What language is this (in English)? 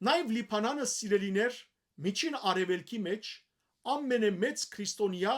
Western Armenian